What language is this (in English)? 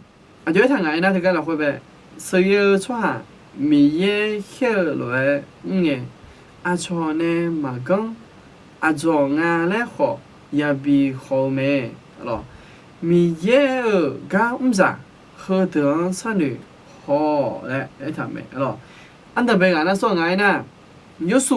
Akha